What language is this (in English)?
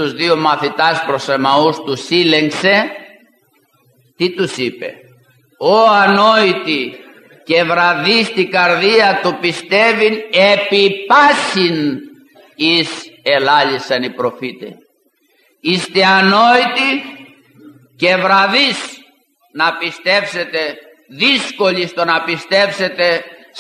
Greek